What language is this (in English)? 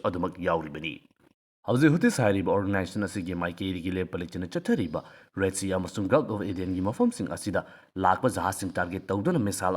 Manipuri